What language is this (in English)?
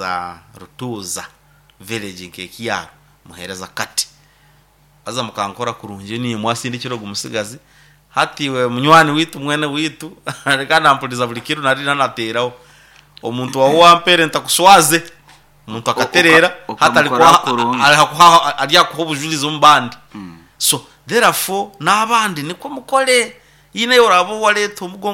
Nyoro